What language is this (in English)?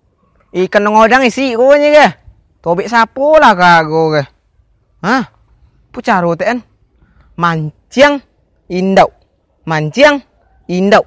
Minangkabau